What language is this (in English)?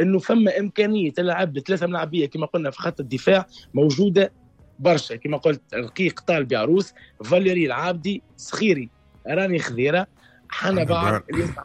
Tunisian Arabic